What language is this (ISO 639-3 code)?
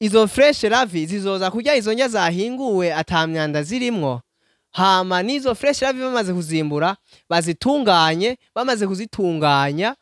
run